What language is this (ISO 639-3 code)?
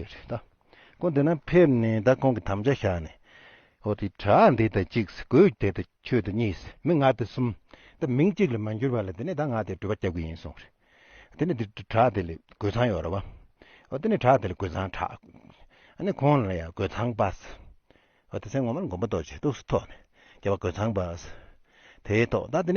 bod